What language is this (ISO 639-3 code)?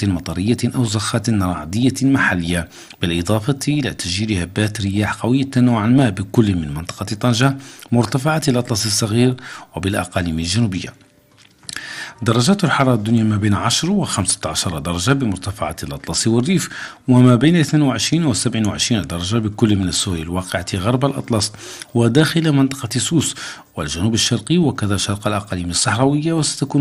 ara